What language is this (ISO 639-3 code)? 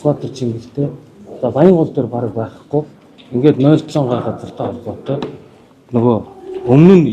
mon